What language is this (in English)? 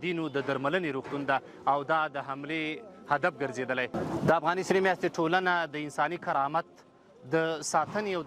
Pashto